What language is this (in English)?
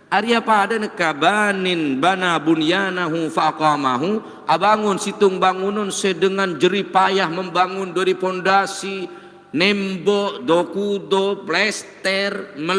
Madurese